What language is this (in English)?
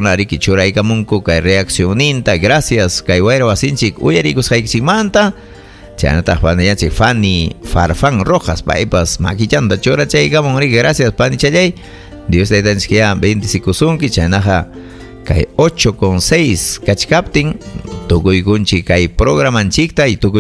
Ayacucho Quechua